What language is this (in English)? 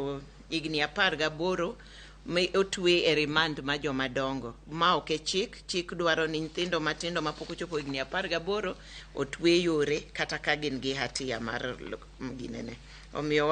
Luo (Kenya and Tanzania)